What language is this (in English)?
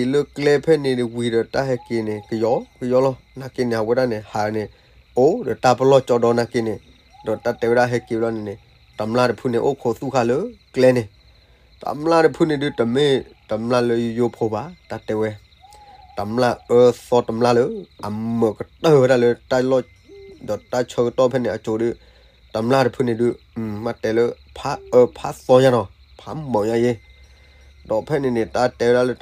S'gaw Karen